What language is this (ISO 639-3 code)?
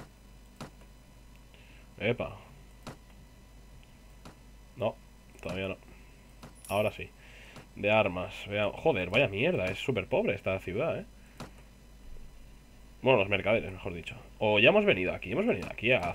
spa